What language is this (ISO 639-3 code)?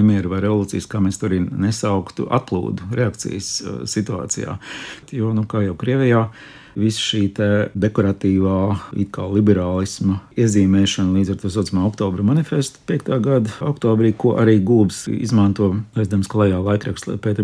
lav